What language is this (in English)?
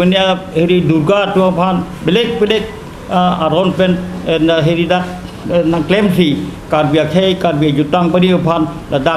Karbi